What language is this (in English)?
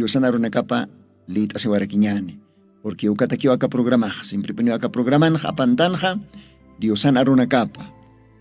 Aymara